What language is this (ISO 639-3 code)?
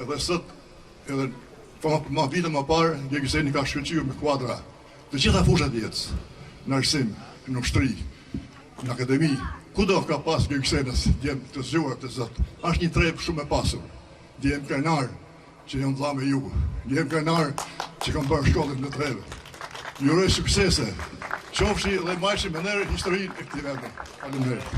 sqi